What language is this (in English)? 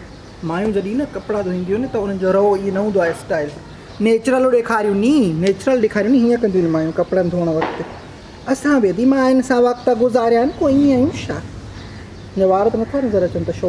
Sindhi